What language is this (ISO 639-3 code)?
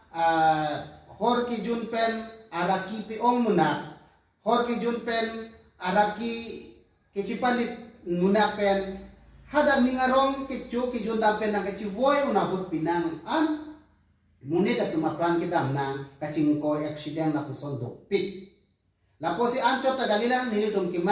mjw